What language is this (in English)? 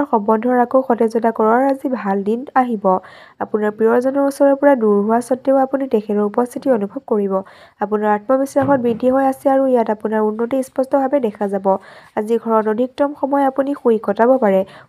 Assamese